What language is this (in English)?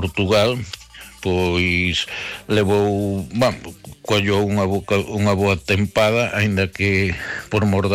Galician